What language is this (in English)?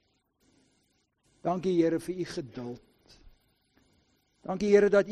Afrikaans